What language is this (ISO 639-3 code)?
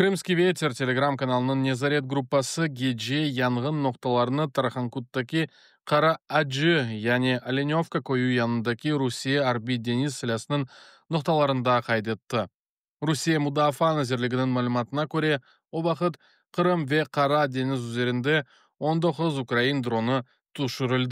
crh